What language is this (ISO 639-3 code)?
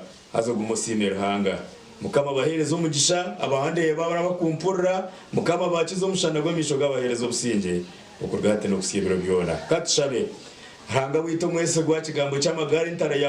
nyn